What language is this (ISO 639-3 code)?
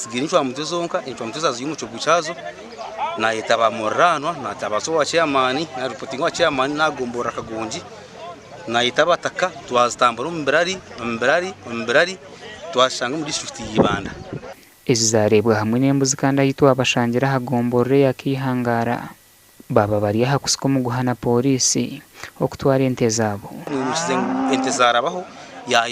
nyn